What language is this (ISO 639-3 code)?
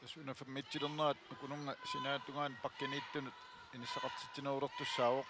kal